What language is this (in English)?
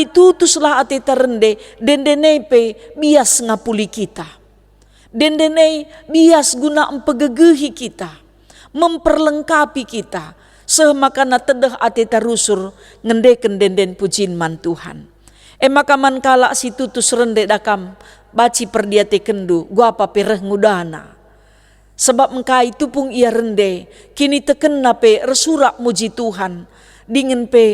Batak Karo